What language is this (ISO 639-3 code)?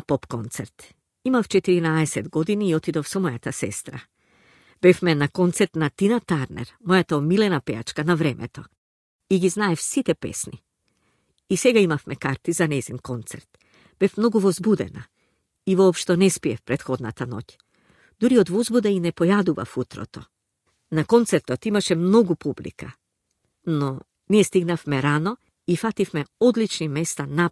mkd